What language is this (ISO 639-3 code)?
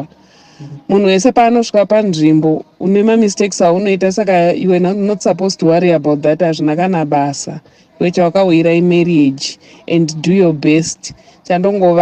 sna